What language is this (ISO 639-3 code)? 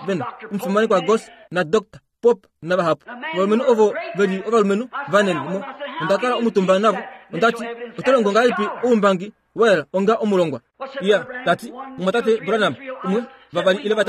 kua